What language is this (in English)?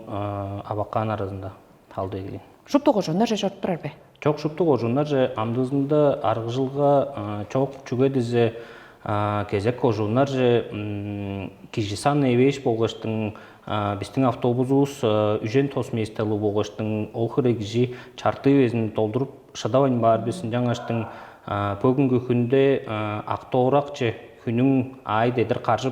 Tuvinian